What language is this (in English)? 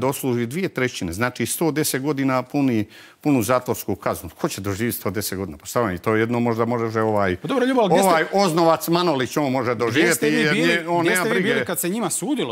Croatian